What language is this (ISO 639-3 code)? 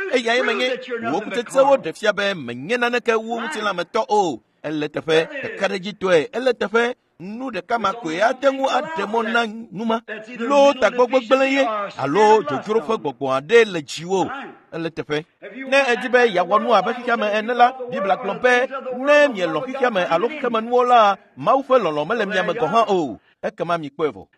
ewe